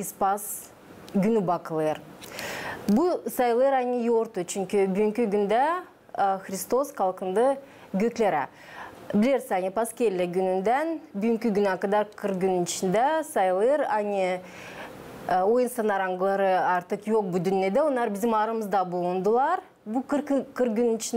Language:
Gagauz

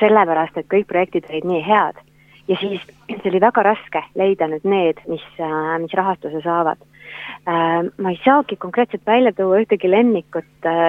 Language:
Estonian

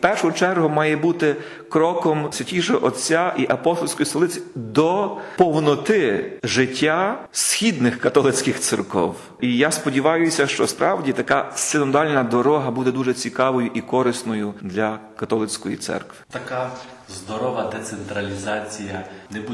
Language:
Ukrainian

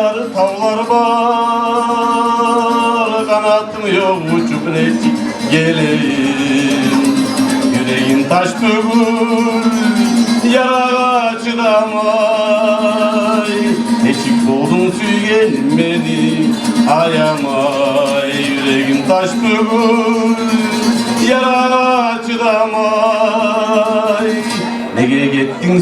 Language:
Kumyk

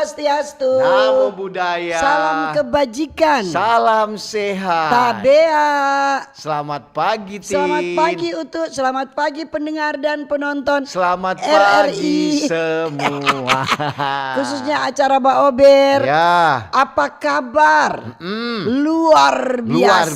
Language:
Manado Malay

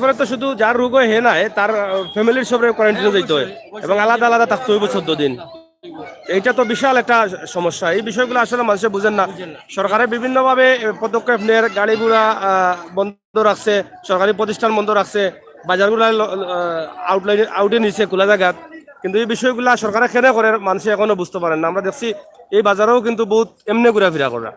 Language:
Sylheti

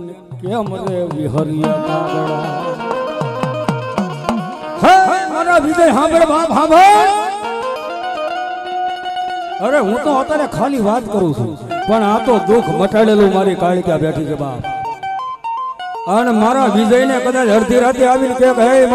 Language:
Gujarati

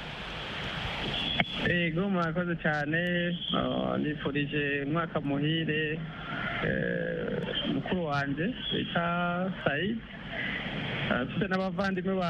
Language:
Kinyarwanda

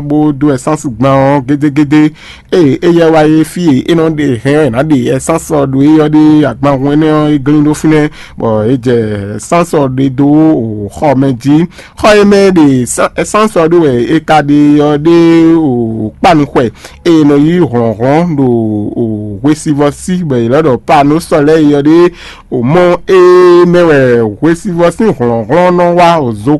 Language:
Fon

